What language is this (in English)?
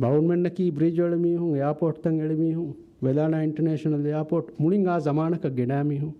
Divehi